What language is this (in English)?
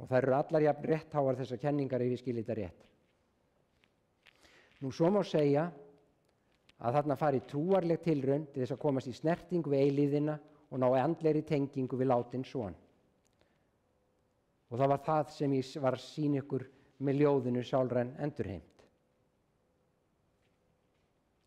Icelandic